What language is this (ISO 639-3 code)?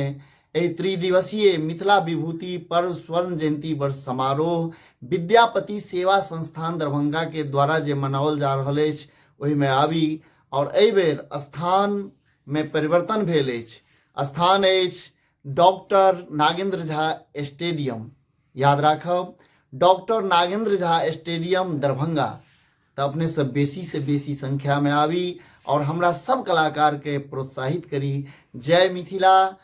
mai